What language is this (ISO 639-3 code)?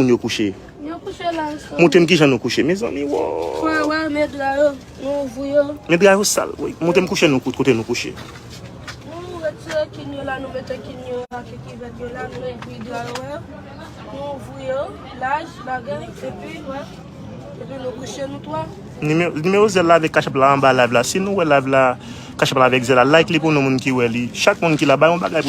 hat